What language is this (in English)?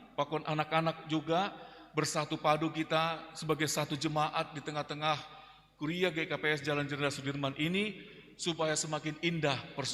Batak Simalungun